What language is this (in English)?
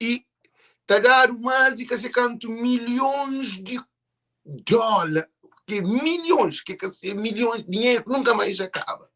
Kabuverdianu